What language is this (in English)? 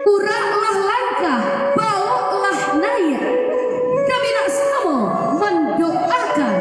Minangkabau